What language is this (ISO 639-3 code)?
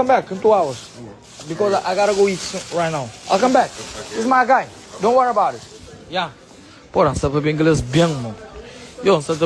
kea